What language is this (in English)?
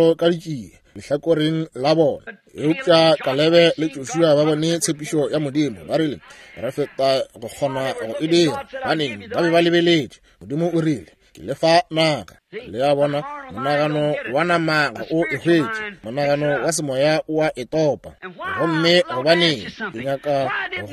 Northern Sotho